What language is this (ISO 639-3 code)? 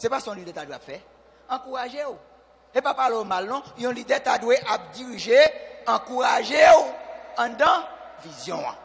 hat